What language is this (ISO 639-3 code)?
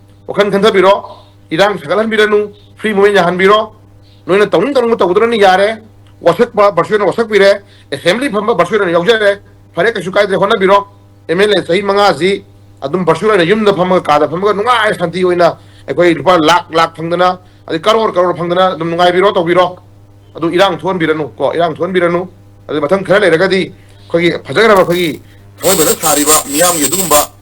mni